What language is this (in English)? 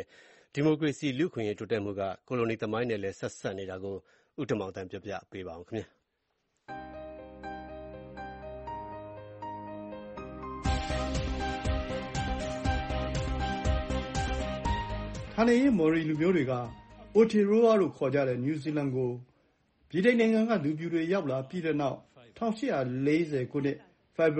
Burmese